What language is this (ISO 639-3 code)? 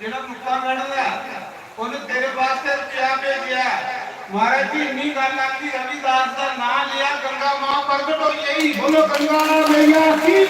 doi